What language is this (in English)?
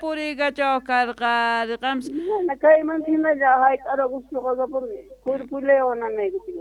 South Bolivian Quechua